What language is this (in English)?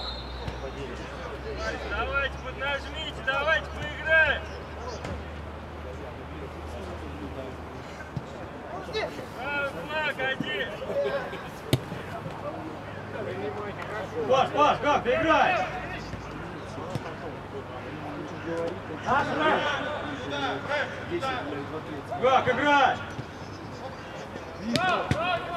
Russian